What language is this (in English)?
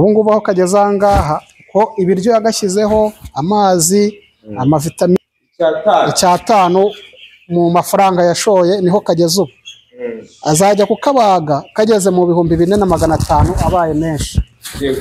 Kinyarwanda